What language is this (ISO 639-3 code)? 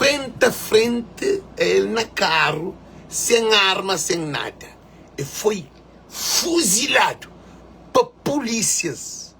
kea